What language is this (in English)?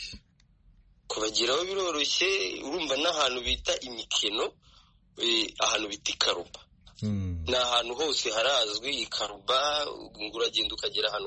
Kinyarwanda